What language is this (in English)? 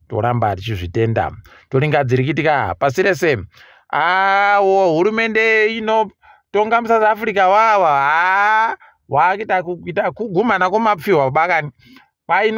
Ndau